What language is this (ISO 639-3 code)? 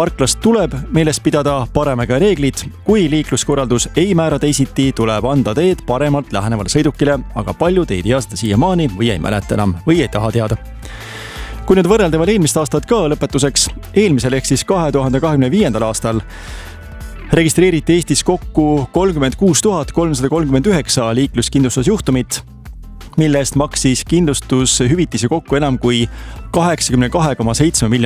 est